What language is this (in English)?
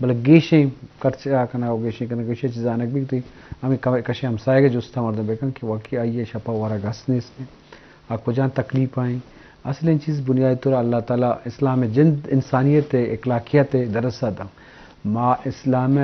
Eastern Balochi